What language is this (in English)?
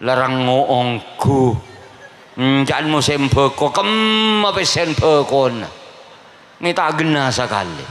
Madurese